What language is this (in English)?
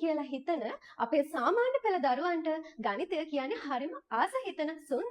Sinhala